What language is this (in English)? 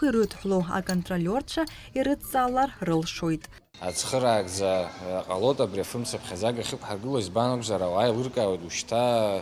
Abkhazian